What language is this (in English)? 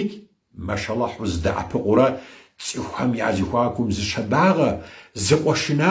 Kabardian